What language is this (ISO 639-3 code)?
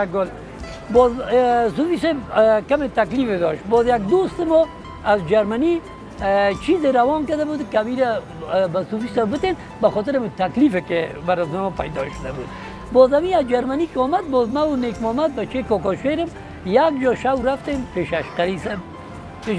fas